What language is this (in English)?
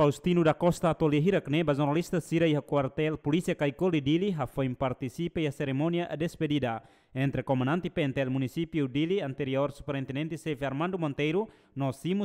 Tetum